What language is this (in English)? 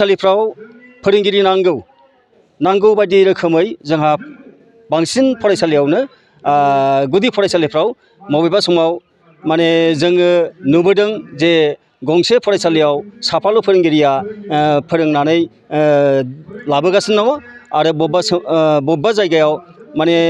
Bodo